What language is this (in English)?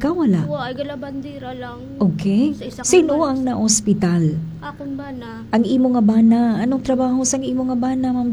Hiligaynon